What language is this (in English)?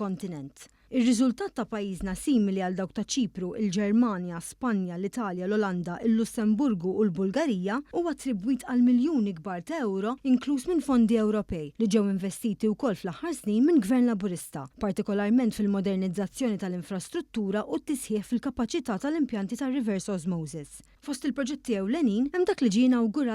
Maltese